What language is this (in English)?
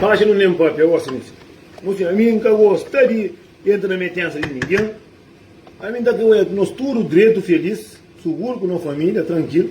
Kabuverdianu